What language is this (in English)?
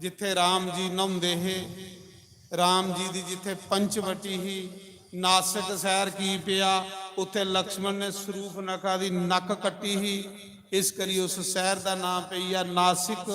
Dogri